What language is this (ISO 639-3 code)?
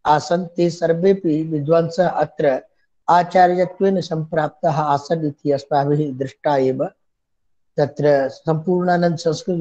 san